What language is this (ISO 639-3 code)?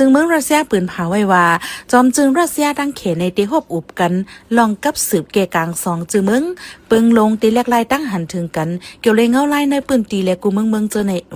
shn